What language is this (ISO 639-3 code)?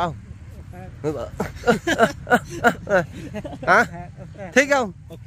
vie